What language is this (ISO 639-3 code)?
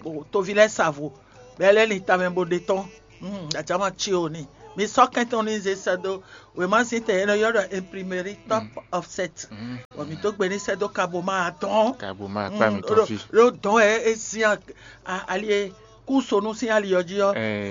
fon